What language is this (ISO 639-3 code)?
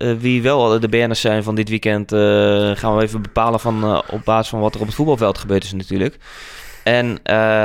nld